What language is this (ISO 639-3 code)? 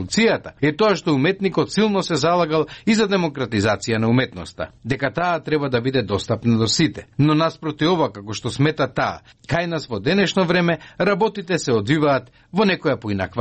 mkd